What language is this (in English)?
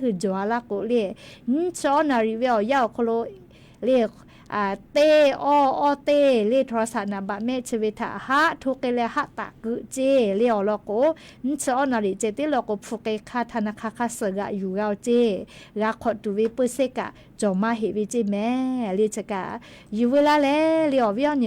Lahu